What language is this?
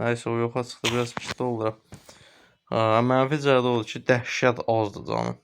Azerbaijani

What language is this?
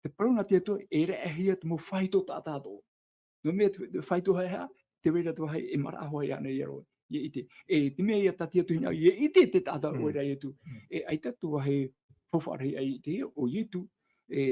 Tahitian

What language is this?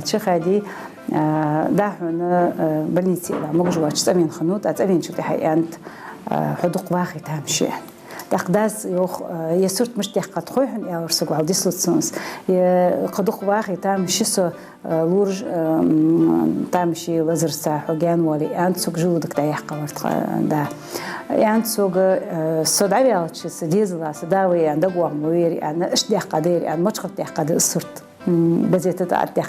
Ingush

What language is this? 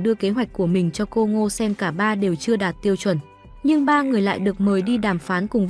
Vietnamese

